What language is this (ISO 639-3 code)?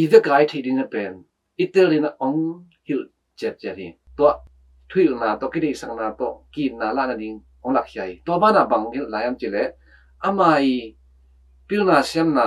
ctd